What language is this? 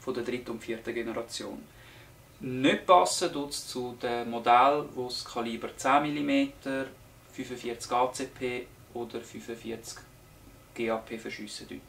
Swiss German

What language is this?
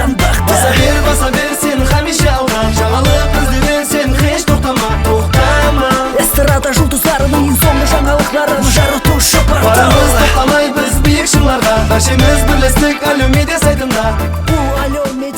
Kara-Kalpak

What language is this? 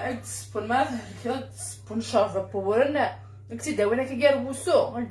Kabyle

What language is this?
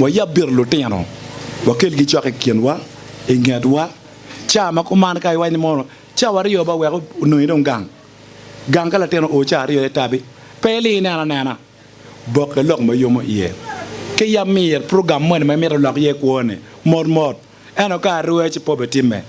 Acoli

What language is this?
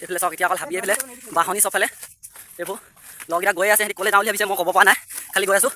Assamese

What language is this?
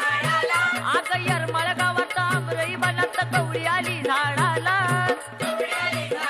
Marathi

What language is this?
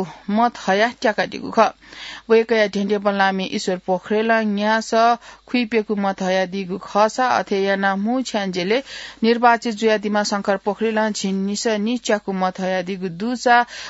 Newari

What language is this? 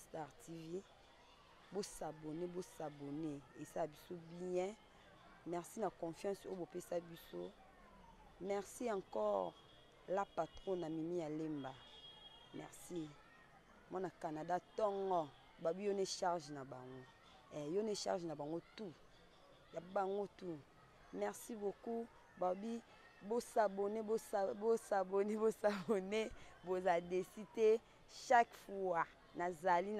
Lingala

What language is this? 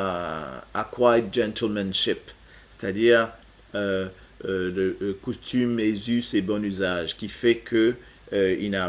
Morisyen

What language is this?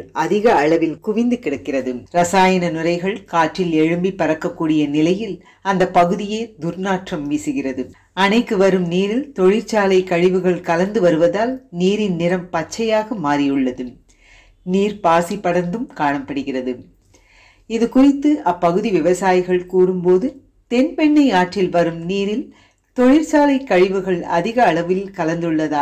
Tamil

